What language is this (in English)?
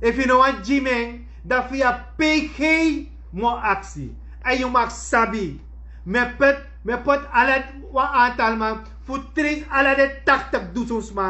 Sranan Tongo